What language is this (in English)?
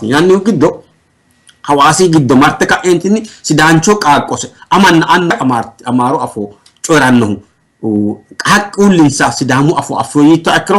Sidamo